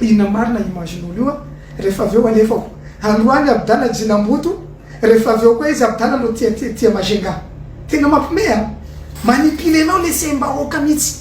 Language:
Malagasy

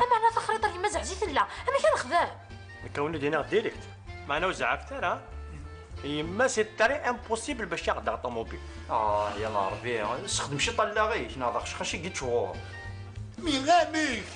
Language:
Kabyle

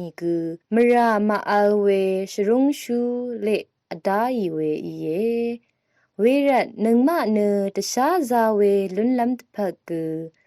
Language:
Rawang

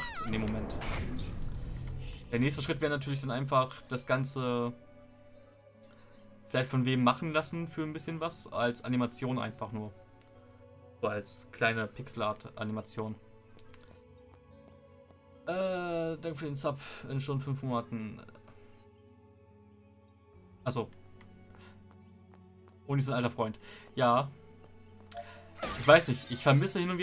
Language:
German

